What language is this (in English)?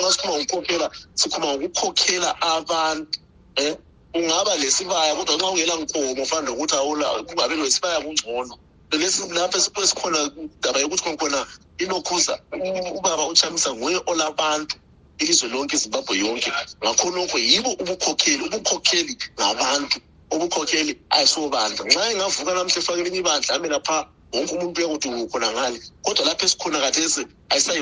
North Ndebele